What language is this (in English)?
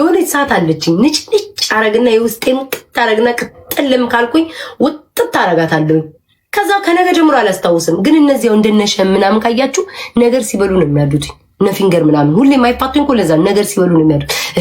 Amharic